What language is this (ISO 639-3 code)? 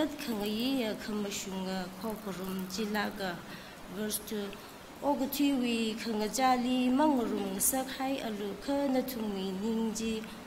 nmf